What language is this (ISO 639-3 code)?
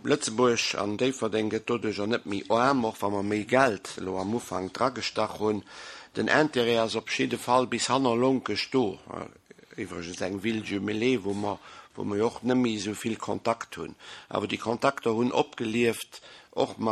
ltz